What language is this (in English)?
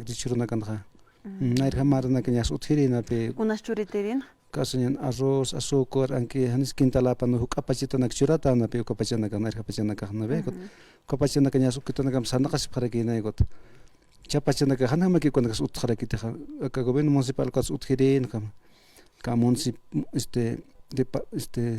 Aymara